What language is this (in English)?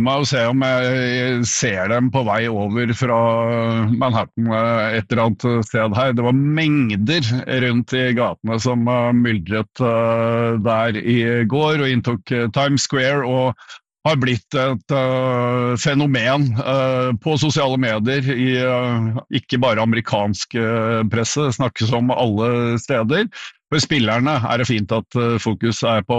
Norwegian